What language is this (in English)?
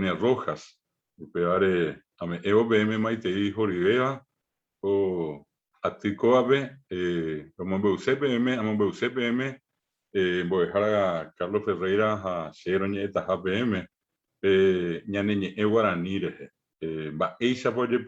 Guarani